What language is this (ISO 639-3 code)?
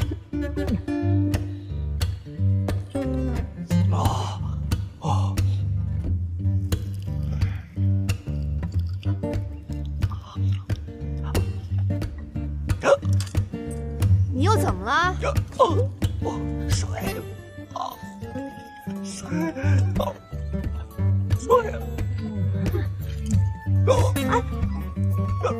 zho